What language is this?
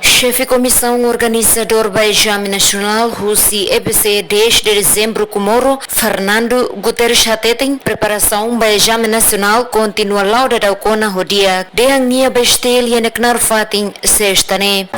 Tetum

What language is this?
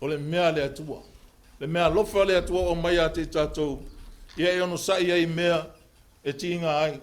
Samoan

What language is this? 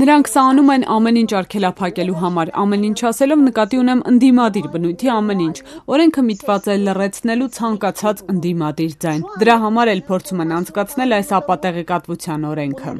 Armenian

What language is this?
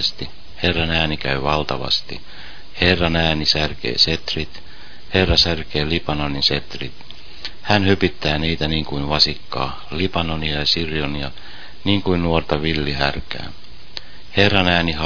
Finnish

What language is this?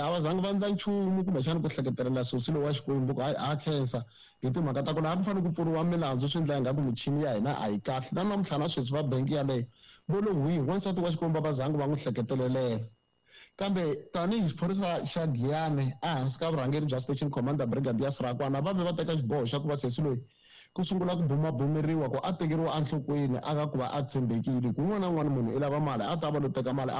Tsonga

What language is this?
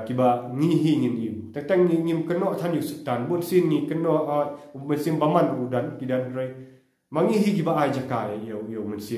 Khasi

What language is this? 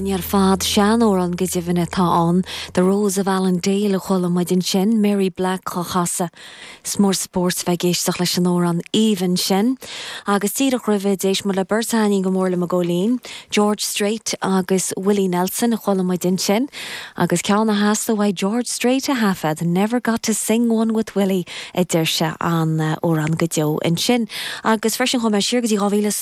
Irish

